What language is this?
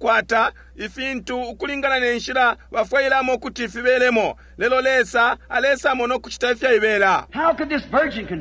Bemba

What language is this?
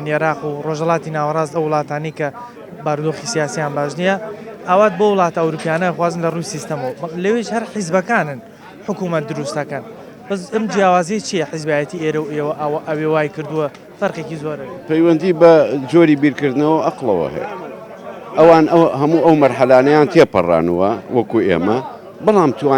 Central Kurdish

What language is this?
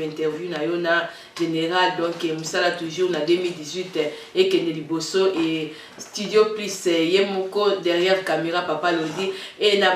Lingala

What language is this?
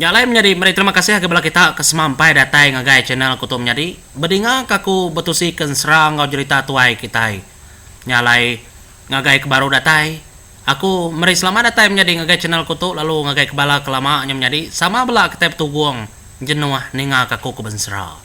Iban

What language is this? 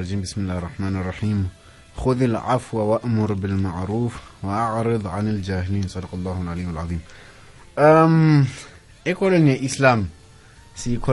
South Ndebele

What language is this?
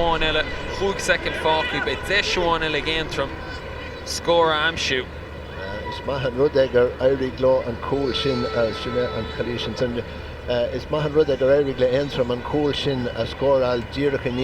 Irish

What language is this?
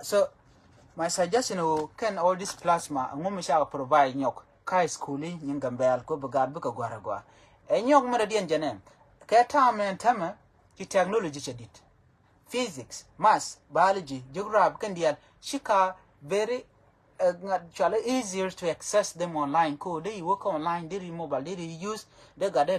Nuer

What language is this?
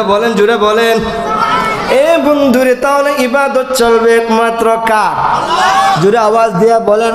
Sylheti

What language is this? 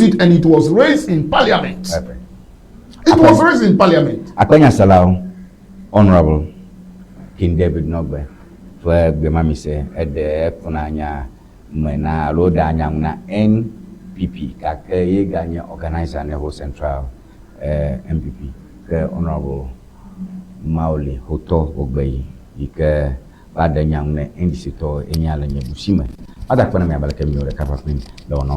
Ewe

